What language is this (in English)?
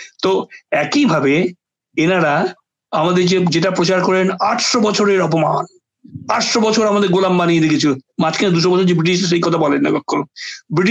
Bangla